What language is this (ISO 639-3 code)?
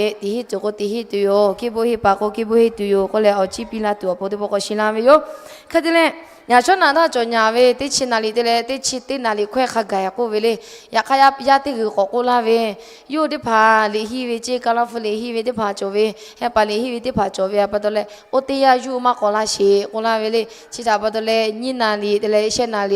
lhu